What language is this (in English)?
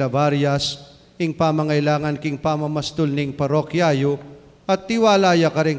Pampanga